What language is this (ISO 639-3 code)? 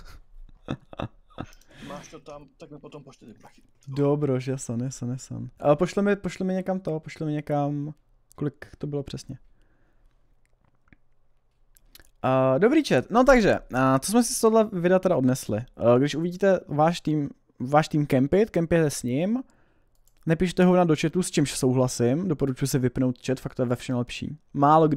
ces